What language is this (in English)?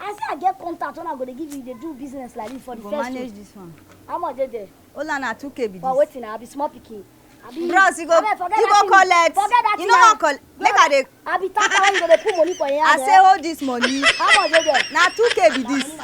Nigerian Pidgin